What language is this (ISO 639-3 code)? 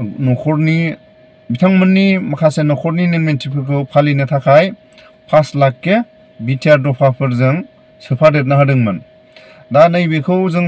brx